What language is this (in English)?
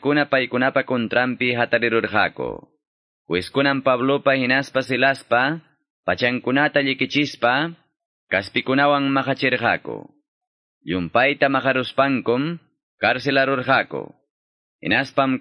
Quechua